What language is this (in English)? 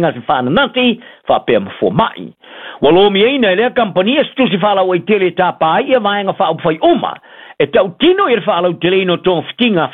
Samoan